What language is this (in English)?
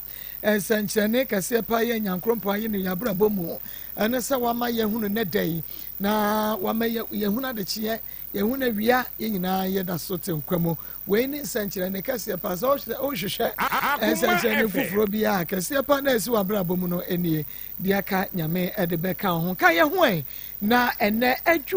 Akan